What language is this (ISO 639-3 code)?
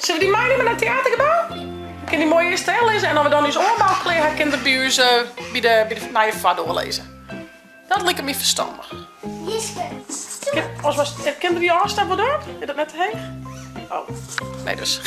fry